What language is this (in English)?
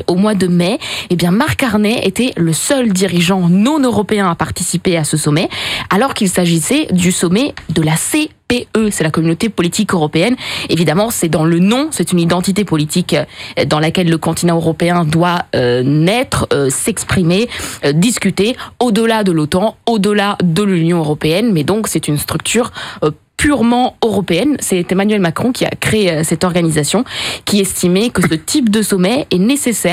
French